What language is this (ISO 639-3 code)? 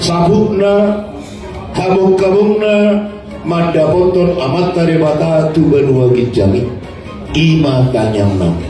bbc